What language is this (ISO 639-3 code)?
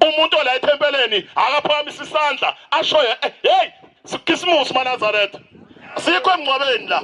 zul